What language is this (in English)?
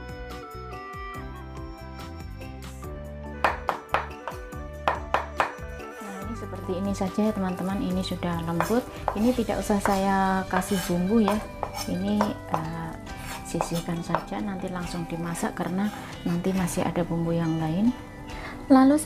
Indonesian